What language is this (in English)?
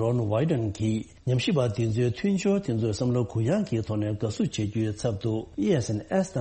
Tibetan